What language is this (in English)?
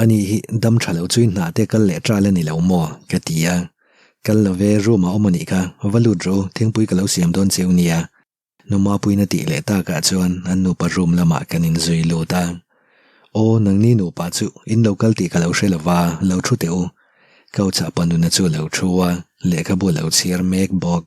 Mizo